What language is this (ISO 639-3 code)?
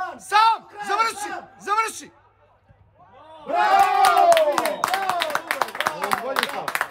srp